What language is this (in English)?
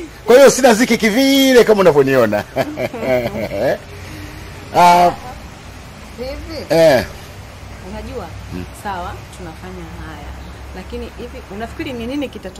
Swahili